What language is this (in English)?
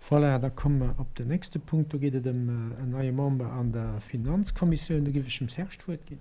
Luxembourgish